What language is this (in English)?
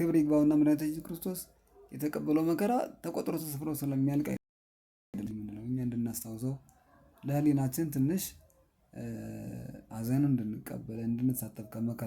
Amharic